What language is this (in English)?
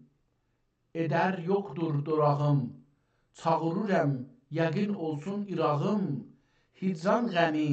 South Azerbaijani